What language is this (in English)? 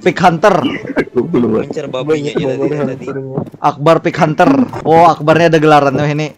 Banjar